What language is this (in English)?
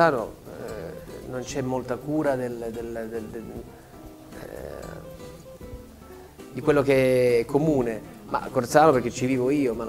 Italian